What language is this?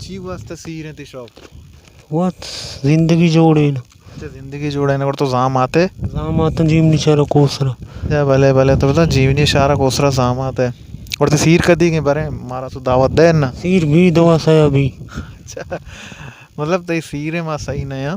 Baluchi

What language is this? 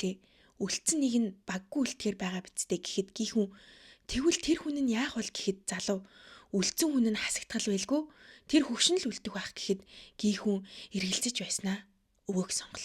Mongolian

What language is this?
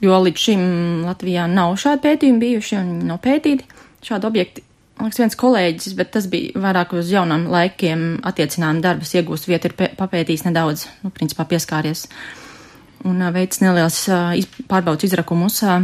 Latvian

